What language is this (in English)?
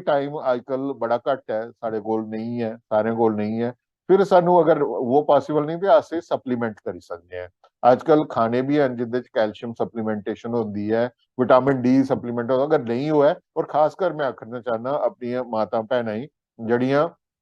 Dogri